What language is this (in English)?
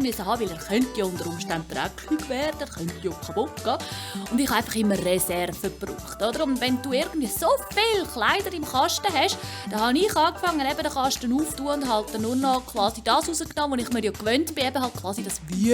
Swiss German